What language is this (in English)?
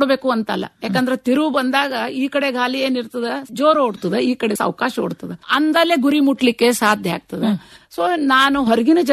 Kannada